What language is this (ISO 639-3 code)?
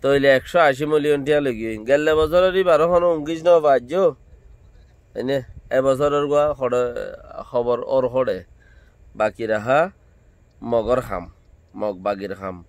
rhg